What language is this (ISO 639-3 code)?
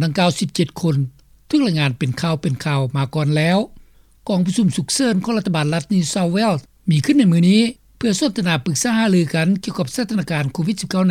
lao